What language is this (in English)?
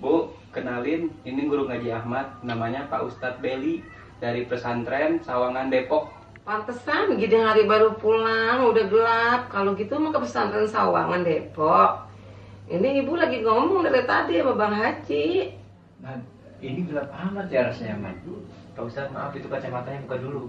Betawi